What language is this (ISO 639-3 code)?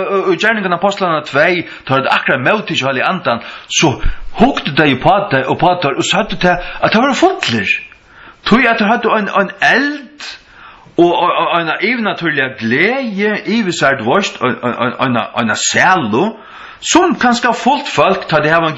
fao